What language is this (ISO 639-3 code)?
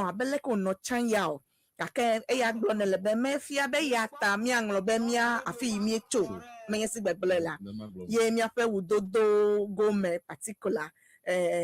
ewe